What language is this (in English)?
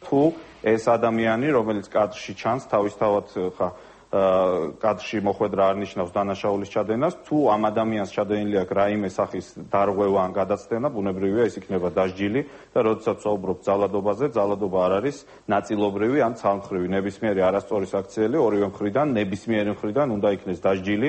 Georgian